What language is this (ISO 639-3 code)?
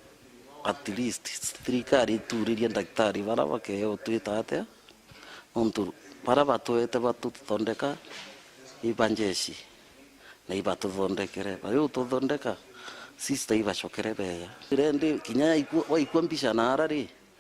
mer